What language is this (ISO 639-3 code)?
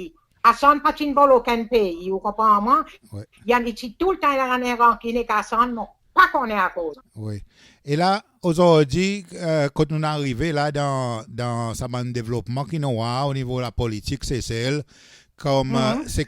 crs